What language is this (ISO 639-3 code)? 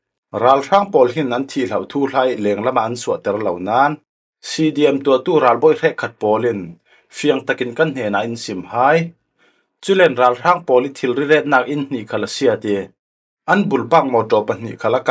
cfm